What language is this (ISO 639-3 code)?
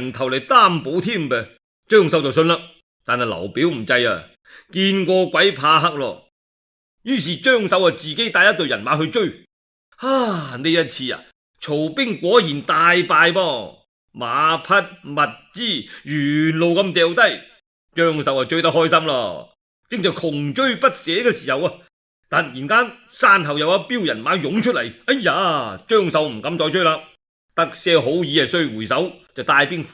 yue